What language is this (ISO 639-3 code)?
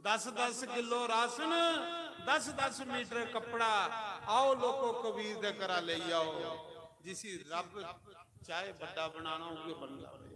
doi